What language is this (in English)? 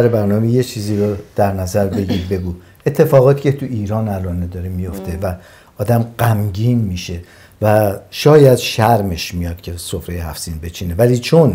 Persian